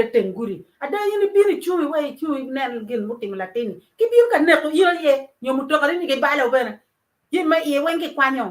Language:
Acoli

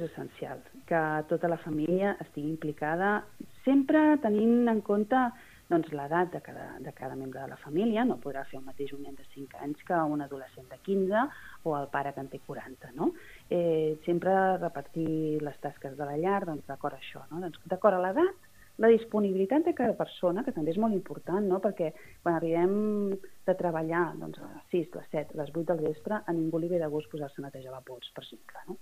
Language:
Catalan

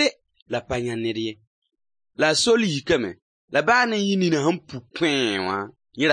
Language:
Mossi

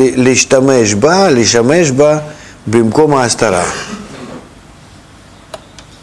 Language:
Hebrew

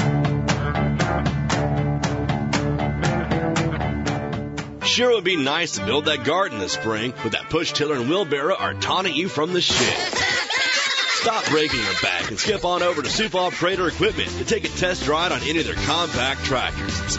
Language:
English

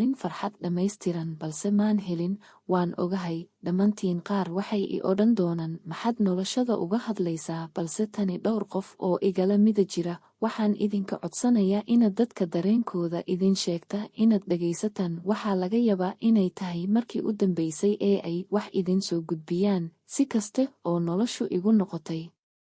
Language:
Somali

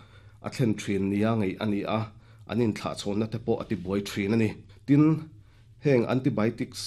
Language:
Mizo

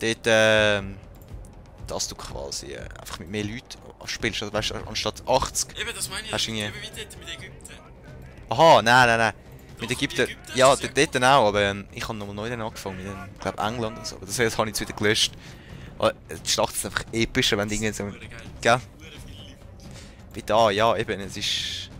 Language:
Swiss German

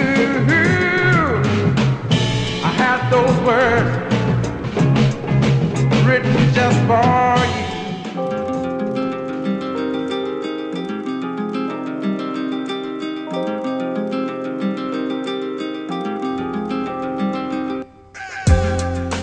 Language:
Catalan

